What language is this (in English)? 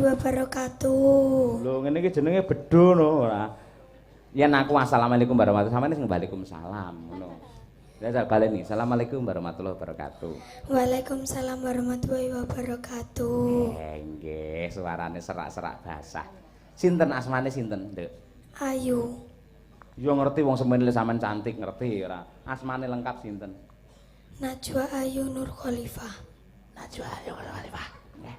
Javanese